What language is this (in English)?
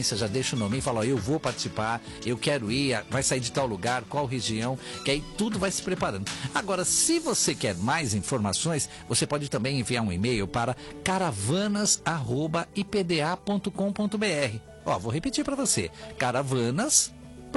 Portuguese